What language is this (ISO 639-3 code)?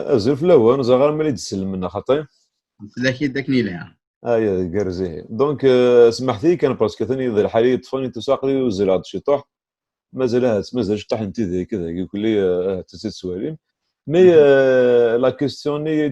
kab